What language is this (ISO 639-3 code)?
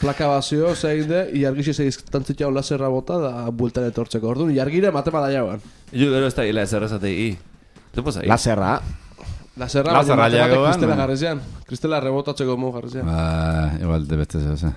eus